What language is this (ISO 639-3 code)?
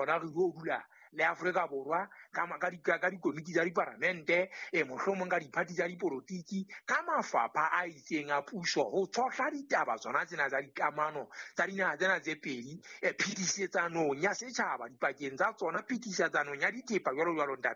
sot